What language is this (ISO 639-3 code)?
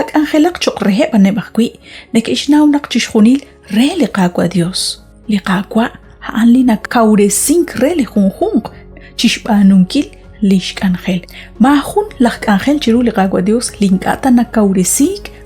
kek